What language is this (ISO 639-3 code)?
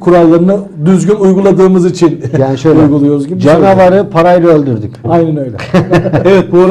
tur